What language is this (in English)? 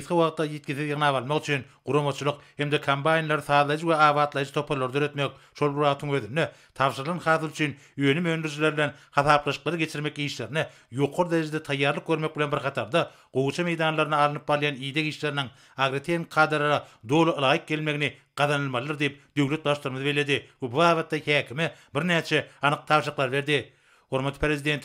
Turkmen